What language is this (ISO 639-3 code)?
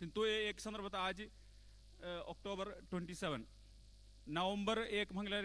kok